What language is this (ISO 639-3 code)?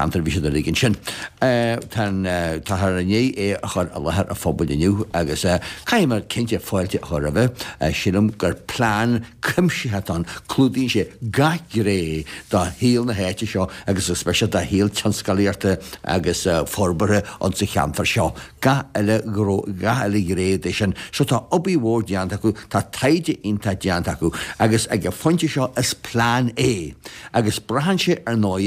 gle